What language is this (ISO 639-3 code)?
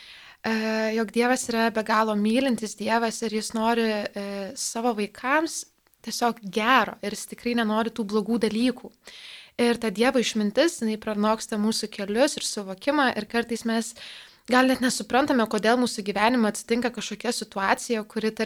lit